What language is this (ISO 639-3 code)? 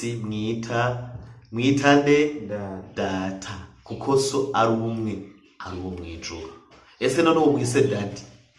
run